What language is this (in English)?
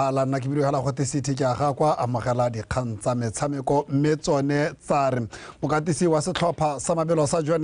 Tswana